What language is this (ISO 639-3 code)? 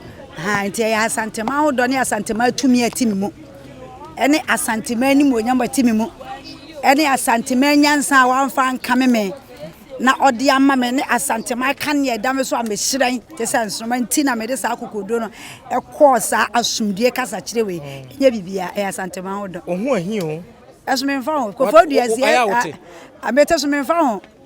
aka